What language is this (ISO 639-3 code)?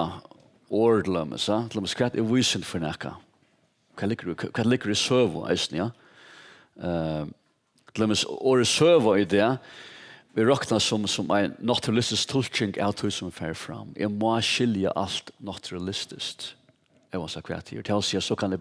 fao